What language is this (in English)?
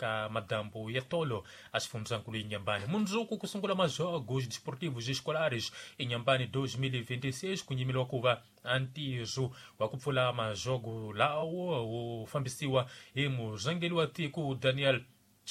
Tsonga